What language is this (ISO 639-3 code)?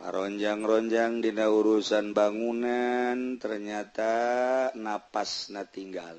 sun